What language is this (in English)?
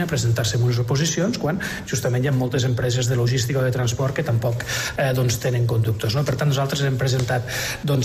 Catalan